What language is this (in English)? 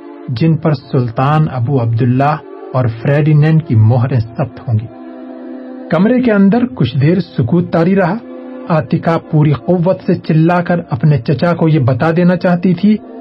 Urdu